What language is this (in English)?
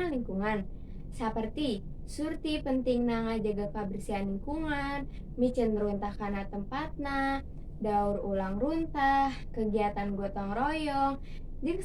Sundanese